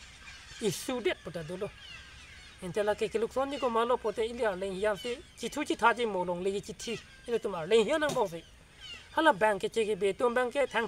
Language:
Karbi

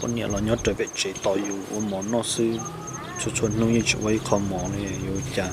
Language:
Hmong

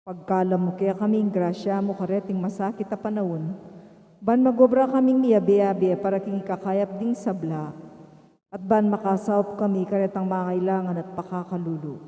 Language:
Pampanga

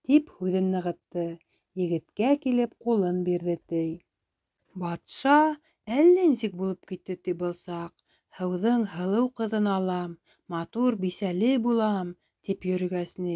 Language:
Bashkir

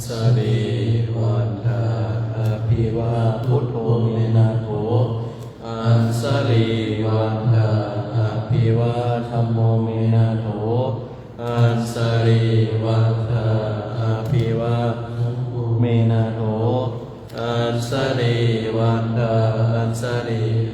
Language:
Pali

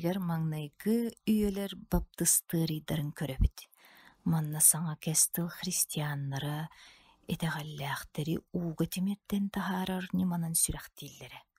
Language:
Yakut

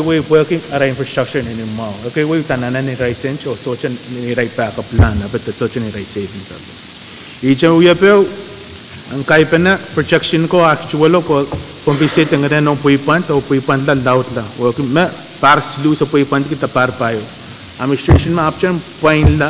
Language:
Pohnpeian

